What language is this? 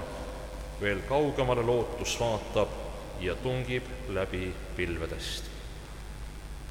Estonian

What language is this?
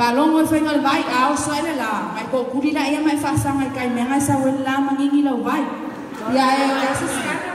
Samoan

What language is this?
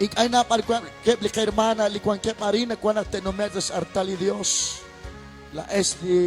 Kekchí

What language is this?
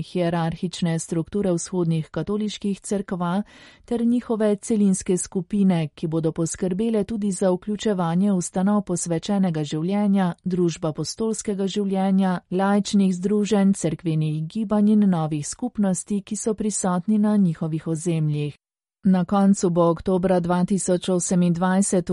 Slovenian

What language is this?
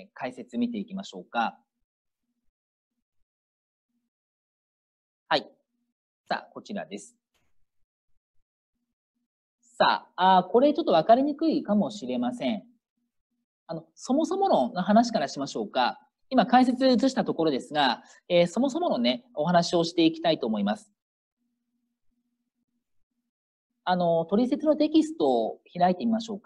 Japanese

